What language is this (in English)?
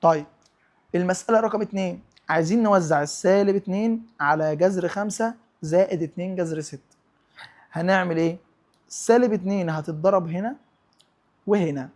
Egyptian Arabic